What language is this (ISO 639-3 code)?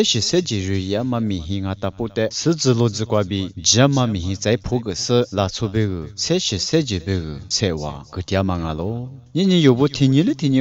lis